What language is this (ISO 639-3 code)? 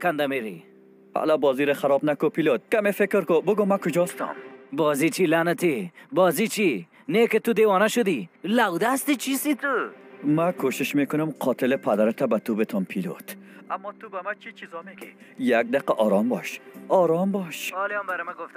fas